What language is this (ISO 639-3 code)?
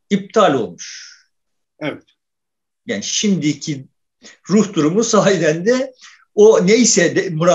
tur